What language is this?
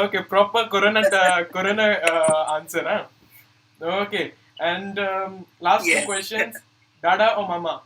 Konkani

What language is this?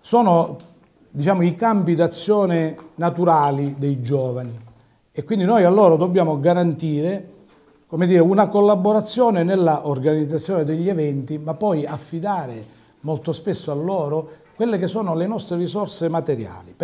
Italian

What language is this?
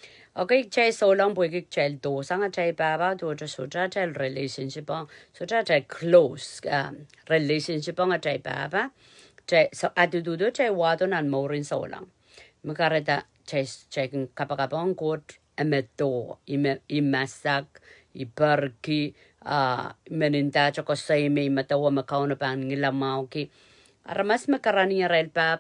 Pohnpeian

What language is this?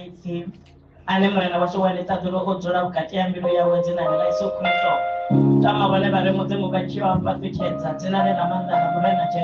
Venda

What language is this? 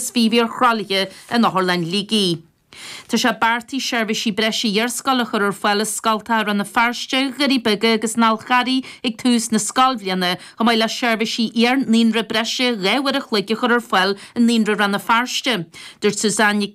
Irish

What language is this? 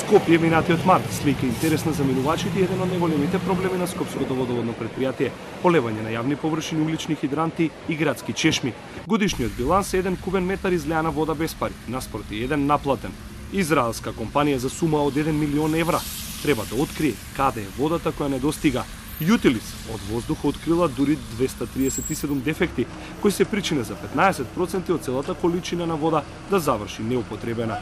Macedonian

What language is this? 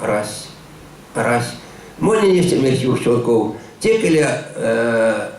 Erzya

